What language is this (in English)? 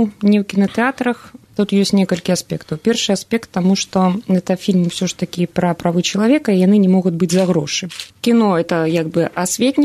Belarusian